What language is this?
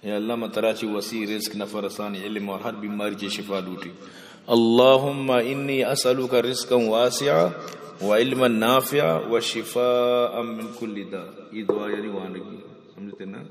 Eastern Balochi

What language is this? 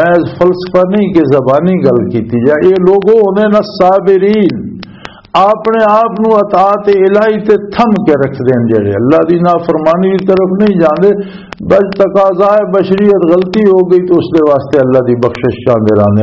Western Panjabi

